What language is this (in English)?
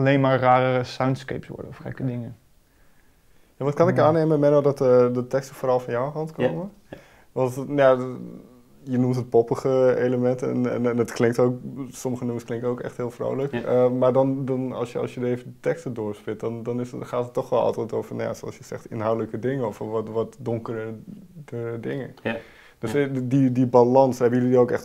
Dutch